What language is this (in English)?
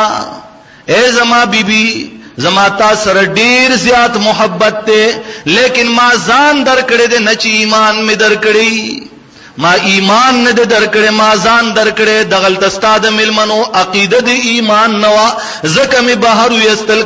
Pashto